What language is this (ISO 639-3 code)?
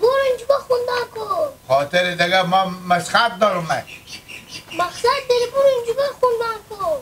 haz